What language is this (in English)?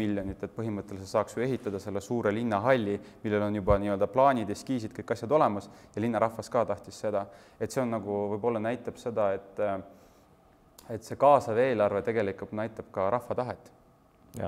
Estonian